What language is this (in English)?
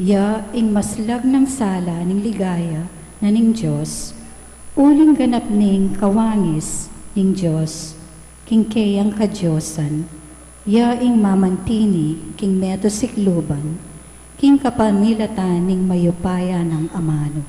Pampanga